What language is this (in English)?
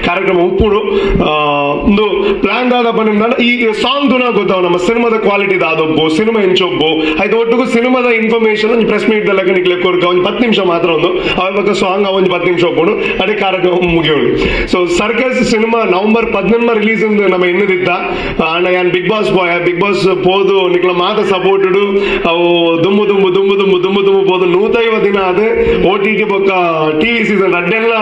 Tulu